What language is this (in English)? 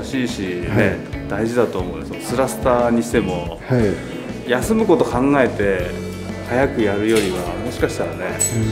Japanese